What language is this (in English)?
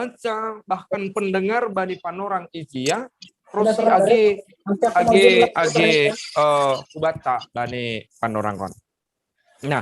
Batak Simalungun